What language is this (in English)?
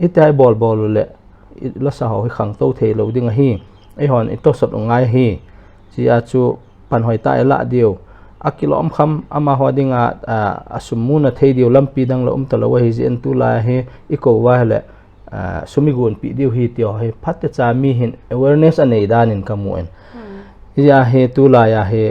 Paite Chin